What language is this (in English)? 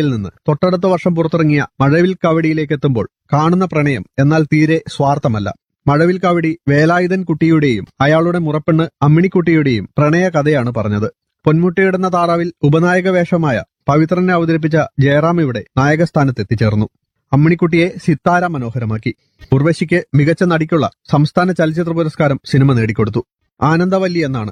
Malayalam